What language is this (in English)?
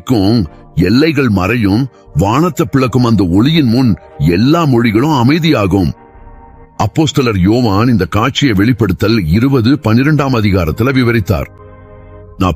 Tamil